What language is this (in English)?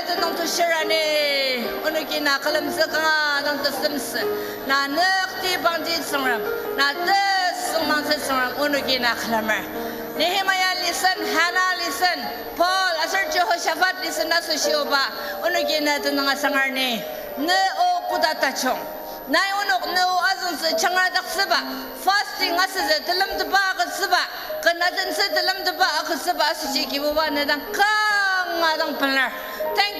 Ao Naga